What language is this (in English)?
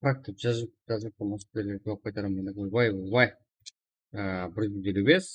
Kara-Kalpak